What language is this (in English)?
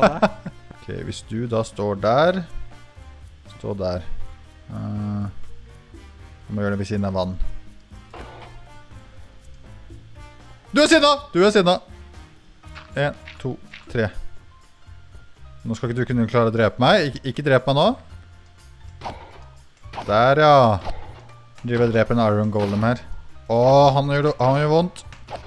Norwegian